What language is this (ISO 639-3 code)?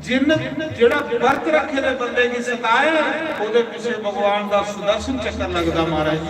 doi